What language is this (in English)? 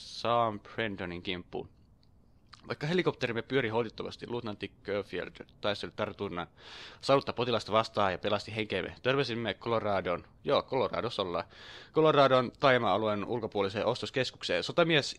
Finnish